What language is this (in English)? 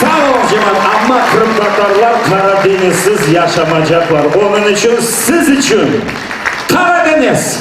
Crimean Tatar